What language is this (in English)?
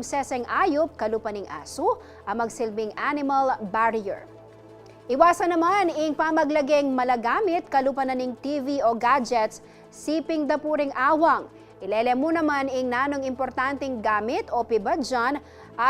Pampanga